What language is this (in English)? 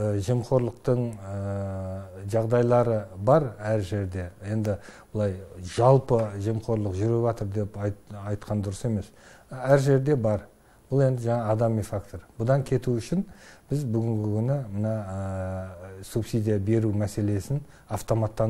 Kazakh